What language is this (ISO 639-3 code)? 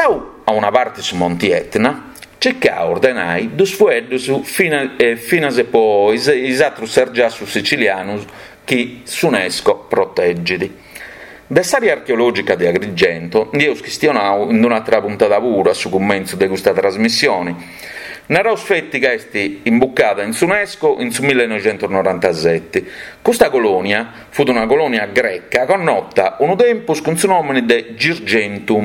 srd